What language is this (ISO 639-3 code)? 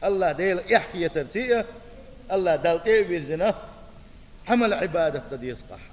che